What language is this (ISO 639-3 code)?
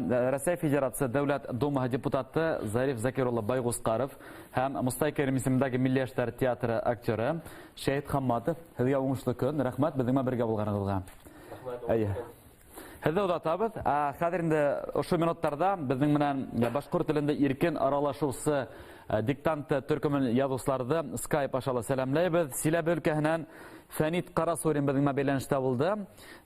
bak